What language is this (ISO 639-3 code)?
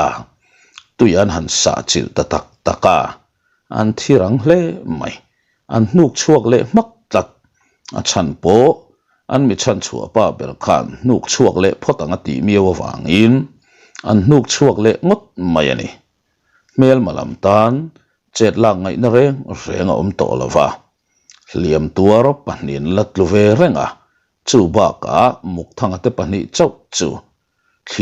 lus